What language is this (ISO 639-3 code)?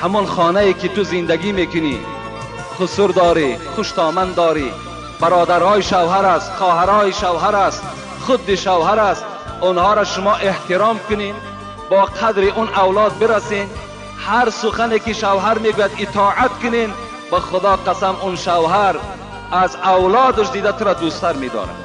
tgk